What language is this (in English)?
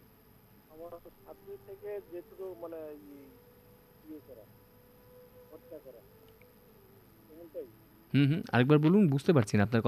Bangla